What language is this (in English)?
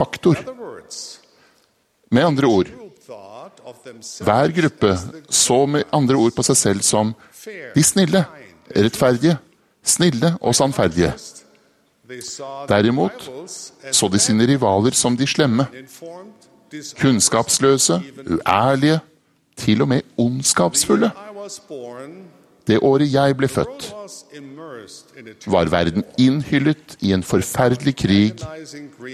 Norwegian